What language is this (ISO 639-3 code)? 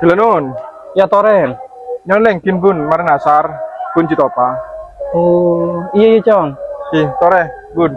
mad